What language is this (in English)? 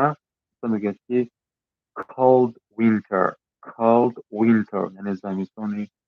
Tajik